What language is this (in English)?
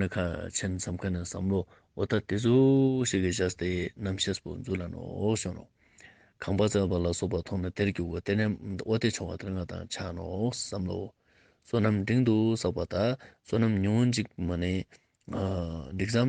Ladakhi